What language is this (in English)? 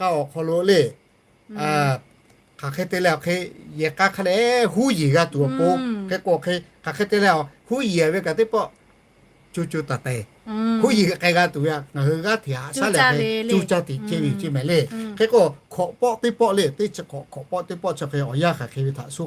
Lahu